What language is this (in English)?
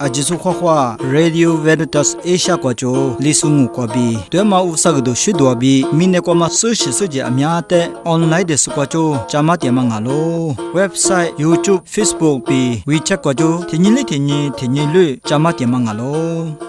Lisu